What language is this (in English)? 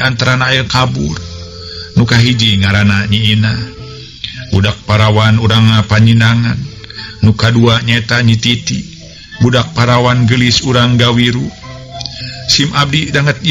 Sundanese